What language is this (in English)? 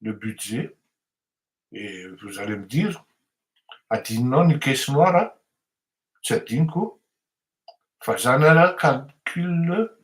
Malagasy